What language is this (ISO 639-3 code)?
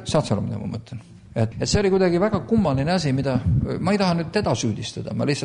est